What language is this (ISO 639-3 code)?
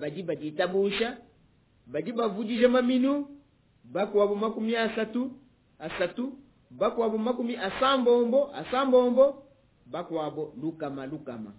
lua